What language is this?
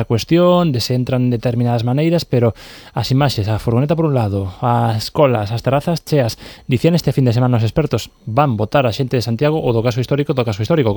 Galician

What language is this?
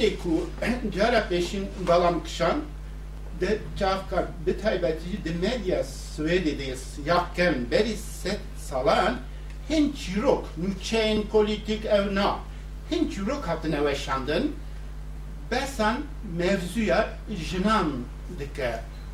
Kurdish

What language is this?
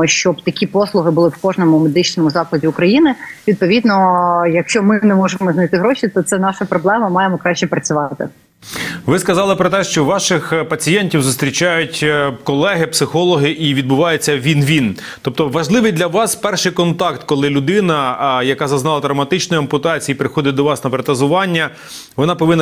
Ukrainian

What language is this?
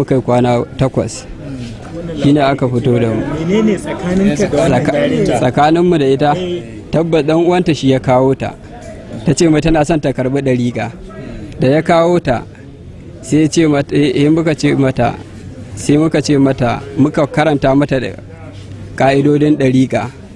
Hausa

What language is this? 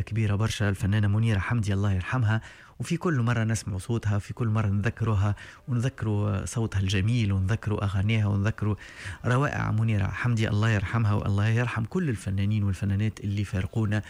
Tunisian Arabic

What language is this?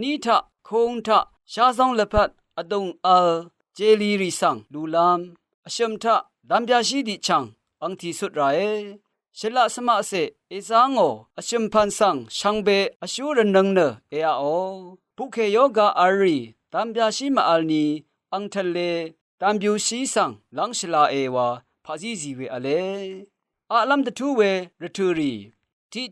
Rawang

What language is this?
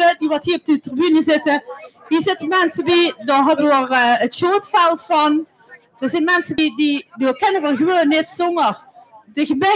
Limburgish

